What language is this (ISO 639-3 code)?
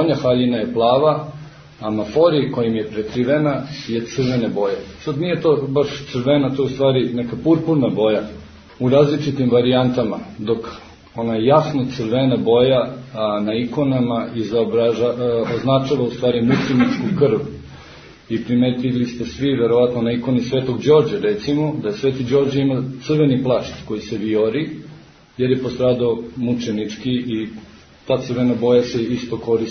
srp